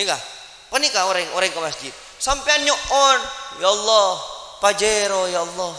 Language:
Madurese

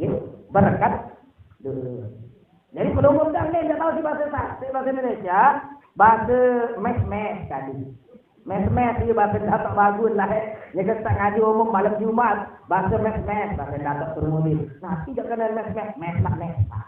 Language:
Sasak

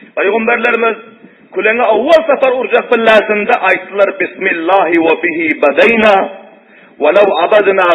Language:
Turkmen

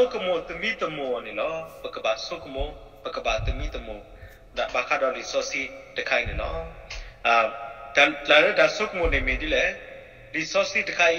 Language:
S'gaw Karen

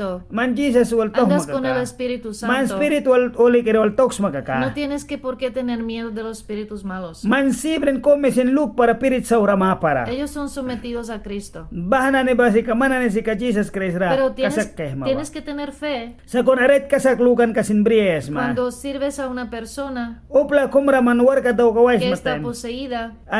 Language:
Mískito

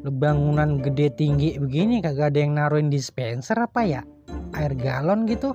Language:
Betawi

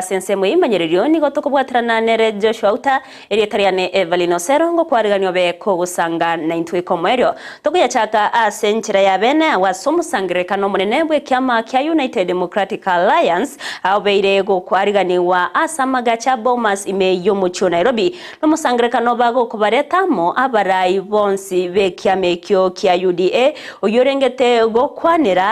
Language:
Gusii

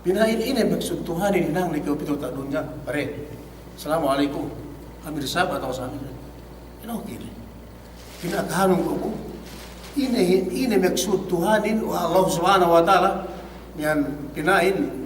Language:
Yakan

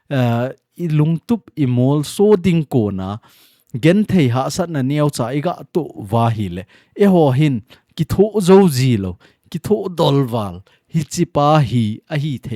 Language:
Thado Chin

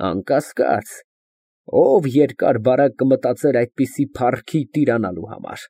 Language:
Armenian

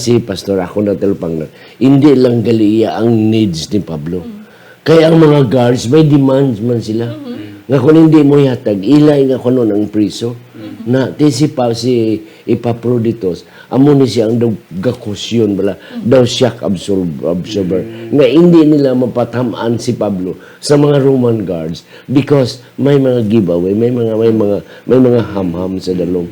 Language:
Hiligaynon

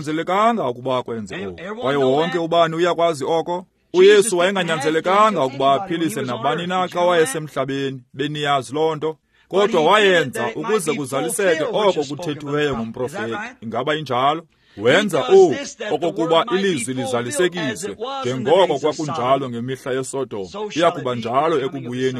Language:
Xhosa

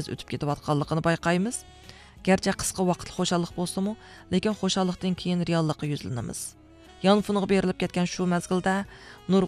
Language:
Uyghur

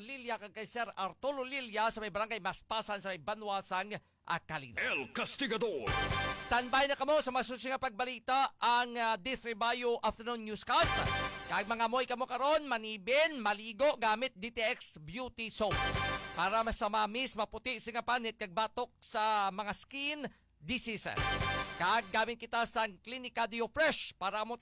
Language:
Hiligaynon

